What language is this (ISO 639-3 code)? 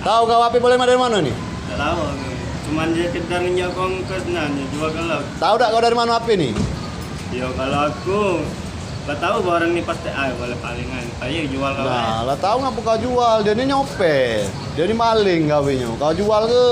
mui